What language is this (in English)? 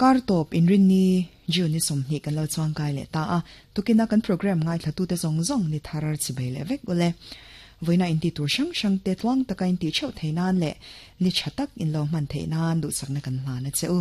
Mizo